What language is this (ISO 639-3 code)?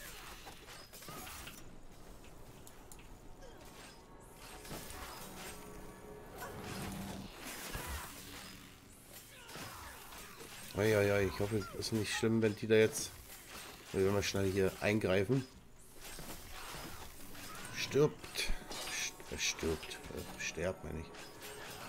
deu